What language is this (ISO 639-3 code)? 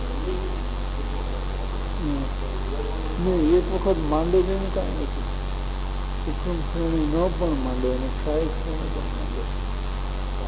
guj